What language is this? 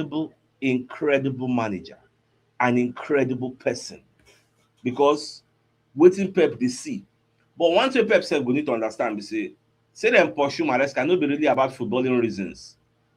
Nigerian Pidgin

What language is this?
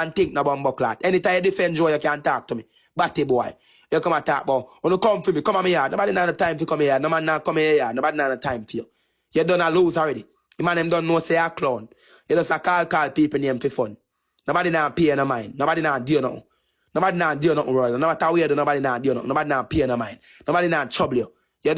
Jamaican Creole English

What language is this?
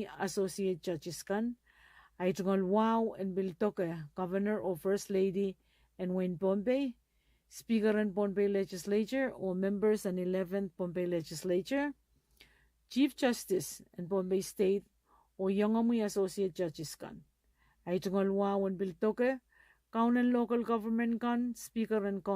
Pohnpeian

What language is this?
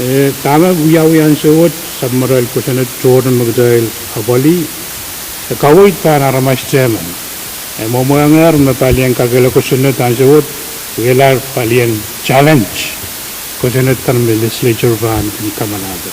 Pohnpeian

